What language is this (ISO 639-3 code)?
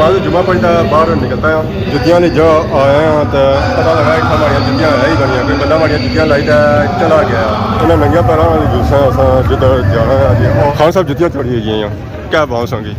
phr